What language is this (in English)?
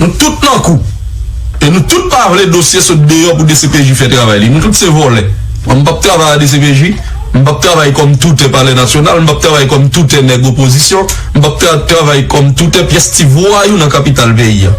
Haitian Creole